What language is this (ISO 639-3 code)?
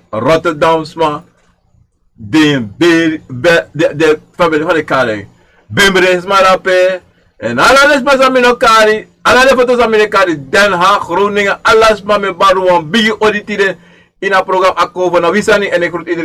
srn